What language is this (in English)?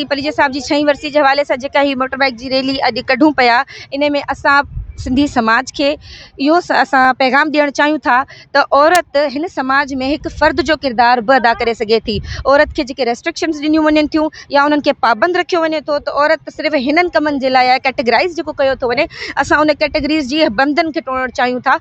Sindhi